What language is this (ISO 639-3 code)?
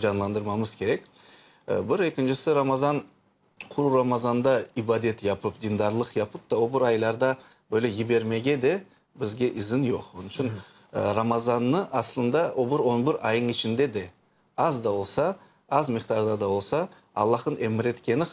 crh